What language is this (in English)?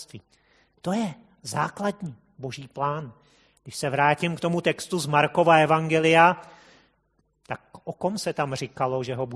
Czech